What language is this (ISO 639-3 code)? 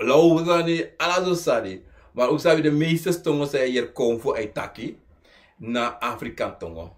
srn